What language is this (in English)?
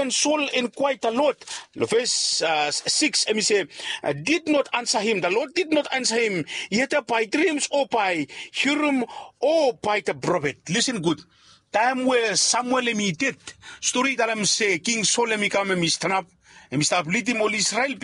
Bislama